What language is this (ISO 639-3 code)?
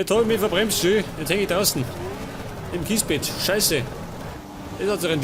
bar